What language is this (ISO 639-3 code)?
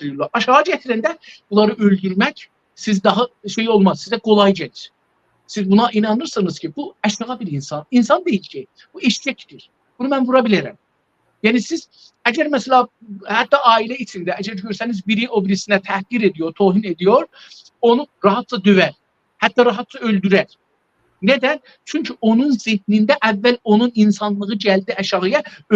azb